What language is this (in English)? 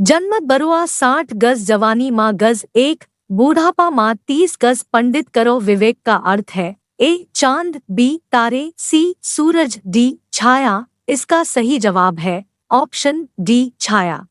Chhattisgarhi